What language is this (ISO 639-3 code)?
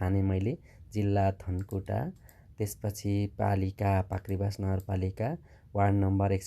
nep